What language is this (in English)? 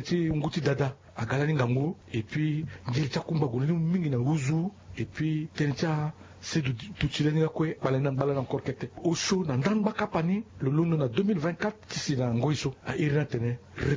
Sango